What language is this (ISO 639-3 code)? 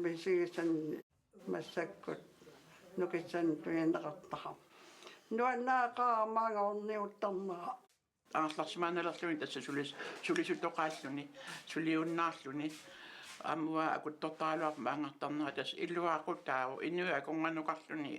kal